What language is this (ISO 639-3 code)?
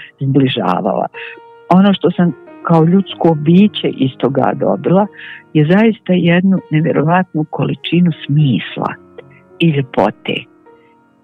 bos